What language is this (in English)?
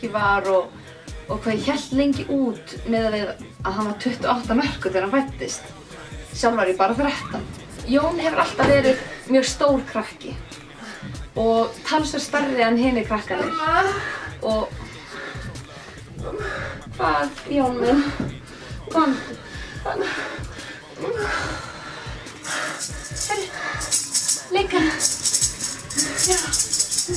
Icelandic